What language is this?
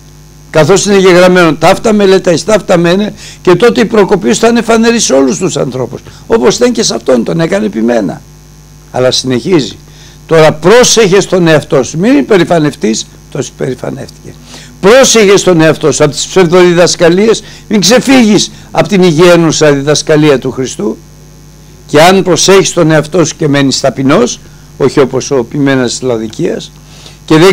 Greek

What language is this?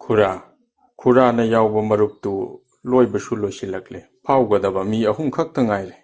Manipuri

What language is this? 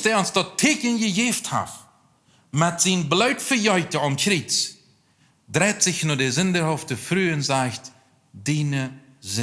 Plautdietsch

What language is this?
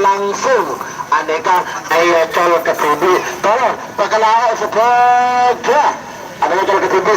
Madurese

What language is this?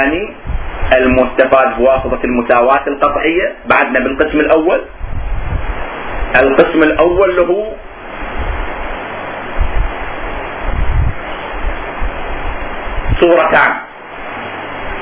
Arabic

